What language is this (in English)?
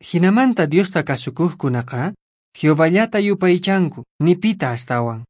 Quechua